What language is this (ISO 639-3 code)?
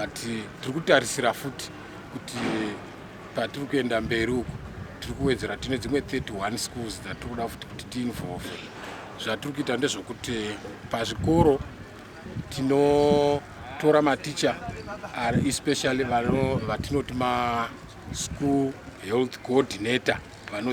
sna